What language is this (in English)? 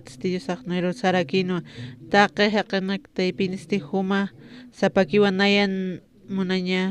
Aymara